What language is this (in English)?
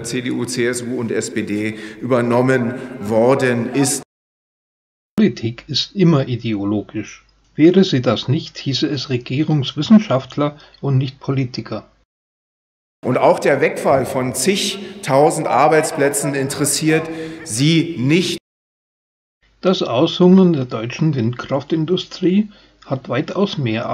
German